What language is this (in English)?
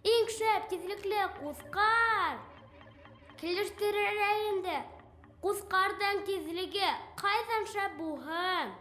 Bashkir